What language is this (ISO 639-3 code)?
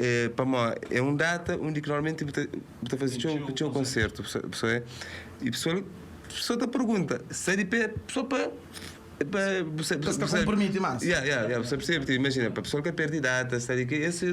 kea